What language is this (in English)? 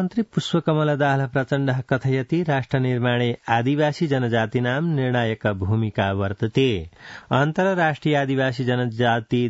Sanskrit